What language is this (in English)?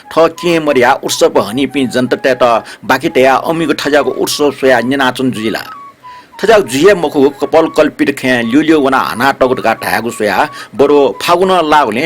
Newari